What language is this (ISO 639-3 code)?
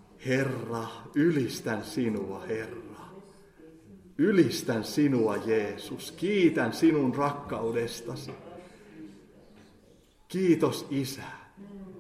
fin